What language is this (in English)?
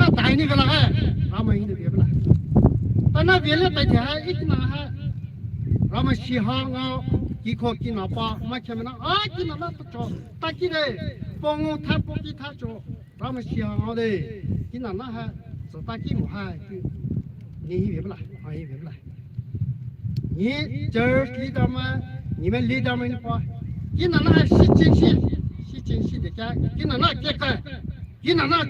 Poumei Naga